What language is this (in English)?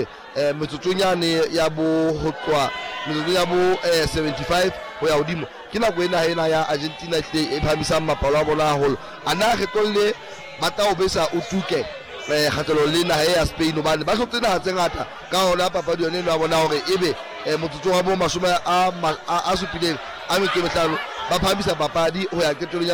Southern Sotho